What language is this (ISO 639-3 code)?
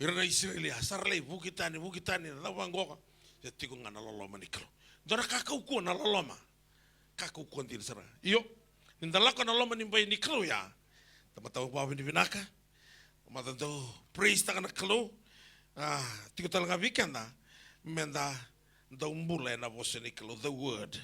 fij